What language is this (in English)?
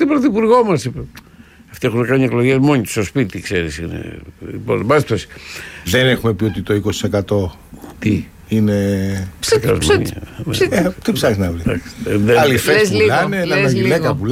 Greek